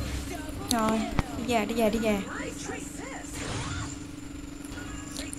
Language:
Vietnamese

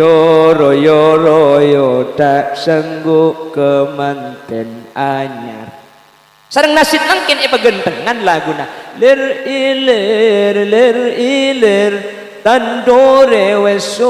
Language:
Madurese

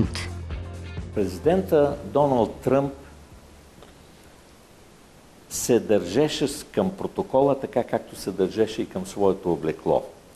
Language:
Bulgarian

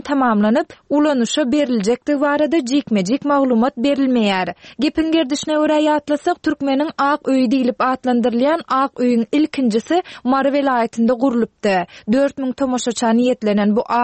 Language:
Turkmen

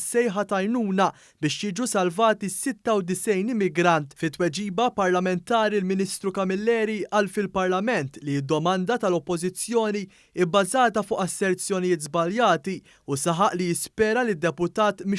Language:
Maltese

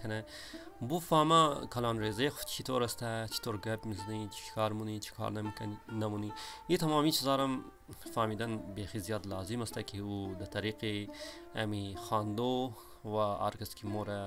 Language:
Hazaragi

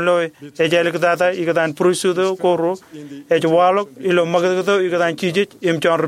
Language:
Marshallese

